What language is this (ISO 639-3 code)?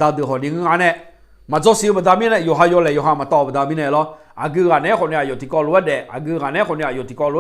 ahk